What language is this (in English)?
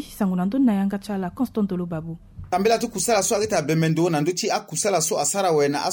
Sango